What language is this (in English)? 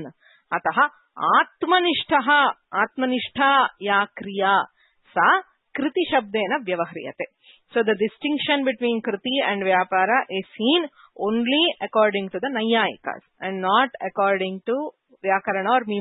Sanskrit